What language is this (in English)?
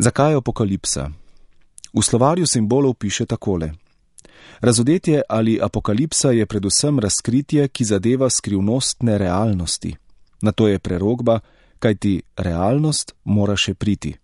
Slovenian